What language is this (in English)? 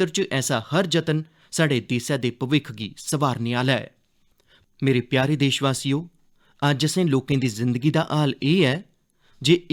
Dogri